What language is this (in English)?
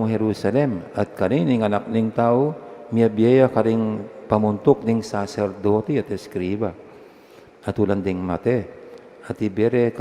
Pampanga